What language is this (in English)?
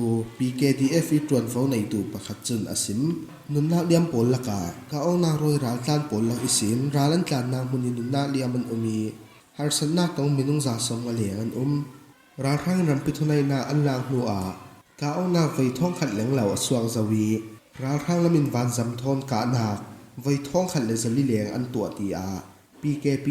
Falam Chin